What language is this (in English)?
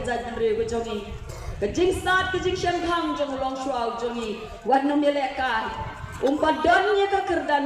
Khasi